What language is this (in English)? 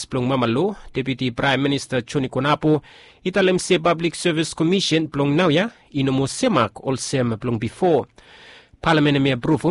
Bislama